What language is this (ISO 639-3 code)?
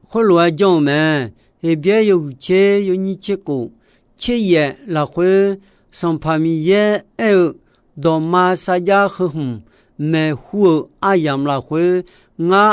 ahk